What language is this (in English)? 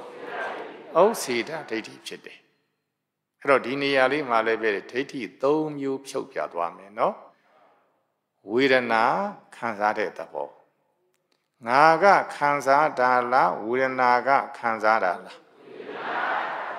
Burmese